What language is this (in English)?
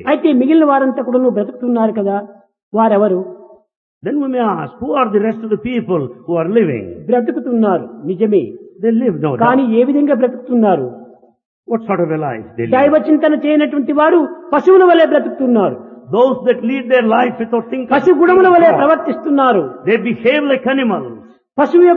Telugu